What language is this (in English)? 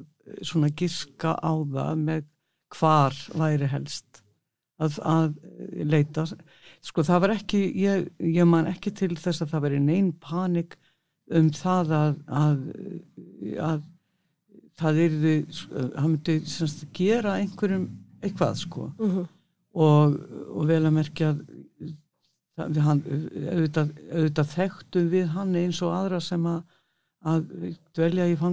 Icelandic